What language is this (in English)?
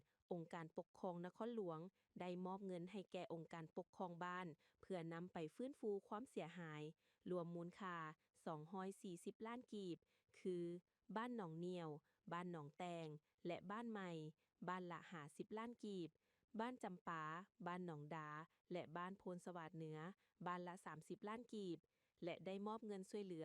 Lao